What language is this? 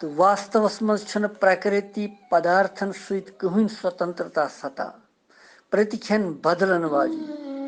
Kashmiri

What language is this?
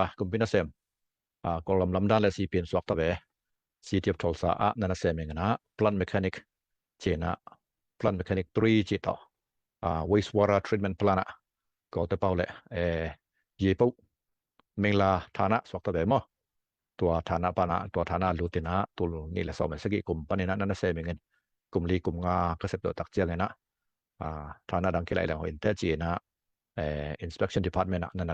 Tedim Chin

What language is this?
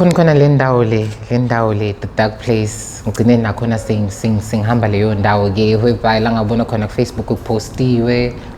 Zulu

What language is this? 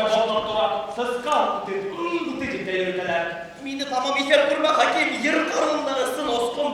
Bashkir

